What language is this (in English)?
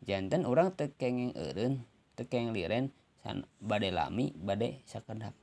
Sundanese